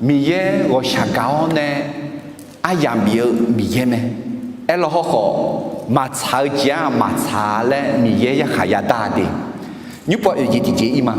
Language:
Akha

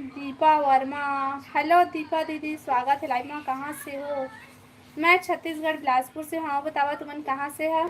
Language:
Chhattisgarhi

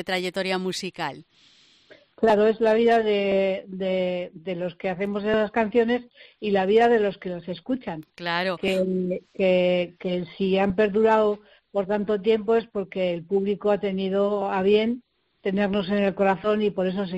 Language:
Spanish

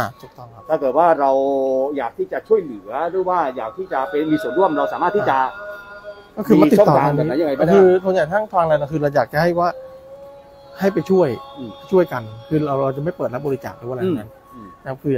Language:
Thai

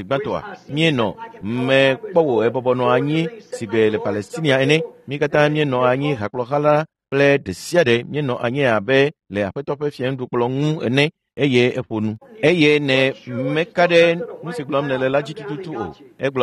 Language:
Ewe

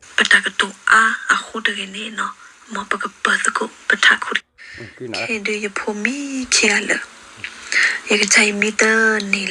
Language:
S'gaw Karen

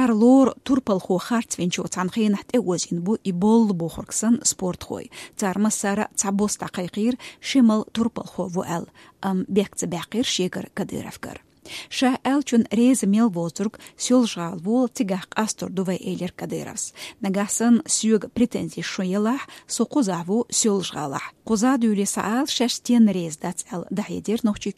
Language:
Chechen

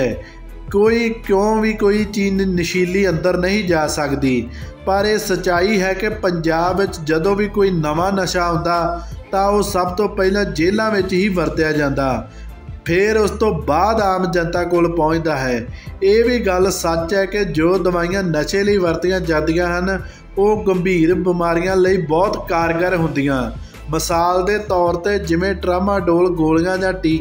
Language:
Punjabi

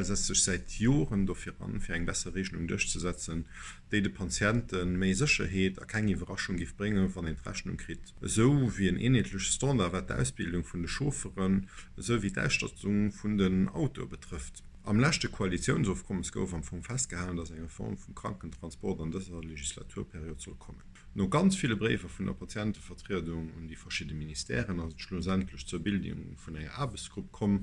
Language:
Luxembourgish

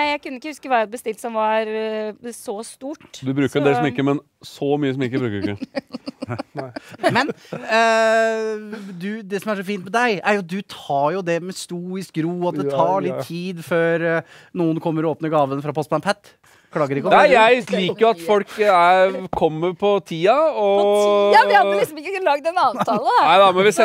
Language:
Norwegian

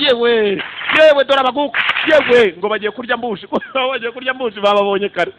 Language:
Kinyarwanda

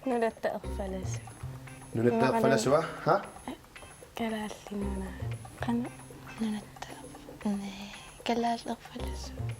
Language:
Kalaallisut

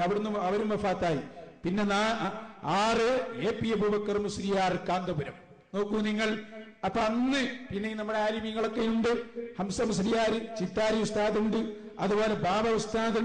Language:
Malayalam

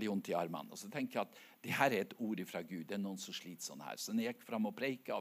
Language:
Norwegian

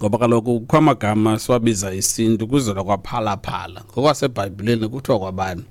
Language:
Xhosa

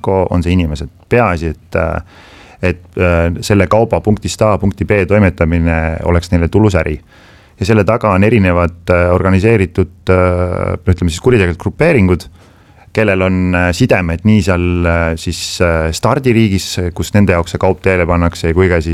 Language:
Estonian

